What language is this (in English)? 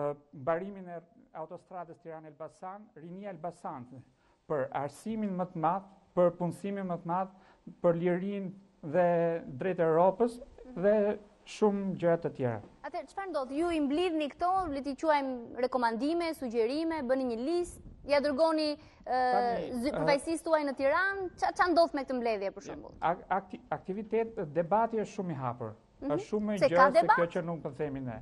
Albanian